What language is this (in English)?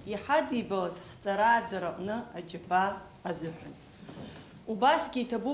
Abkhazian